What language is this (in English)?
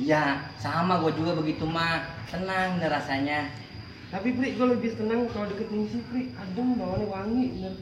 Betawi